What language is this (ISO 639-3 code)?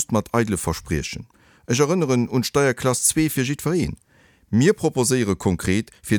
ltz